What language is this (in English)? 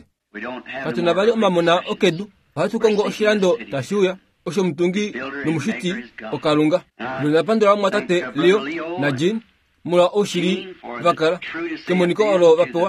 Kuanyama